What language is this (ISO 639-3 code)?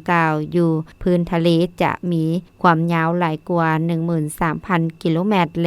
lao